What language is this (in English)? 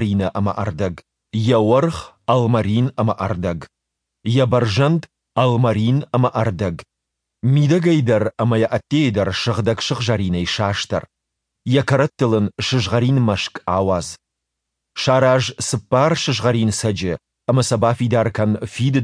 Ossetic